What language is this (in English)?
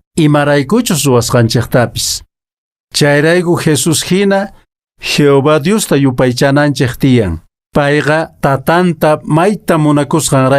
Quechua